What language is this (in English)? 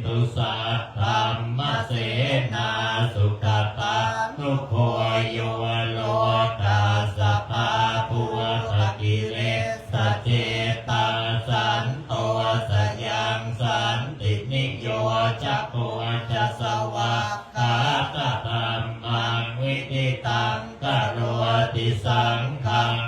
Pali